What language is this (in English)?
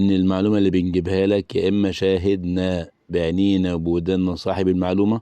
Egyptian Arabic